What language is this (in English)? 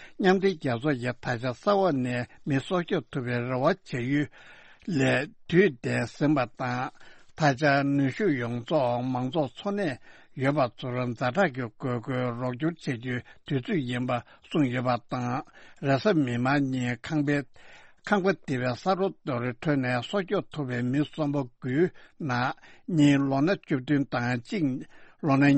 Tibetan